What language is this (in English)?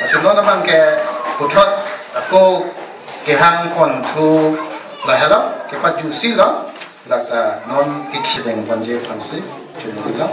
Karbi